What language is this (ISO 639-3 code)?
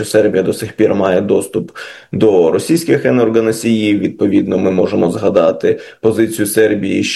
ukr